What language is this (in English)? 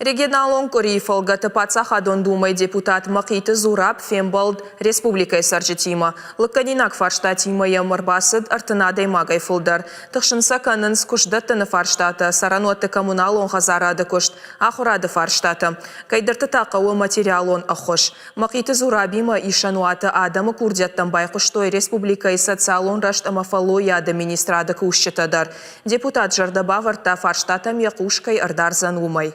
Ossetic